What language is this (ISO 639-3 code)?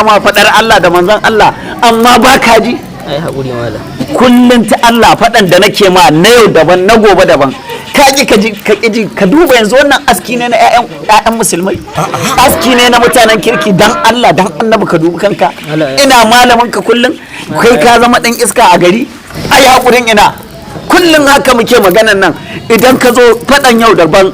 hau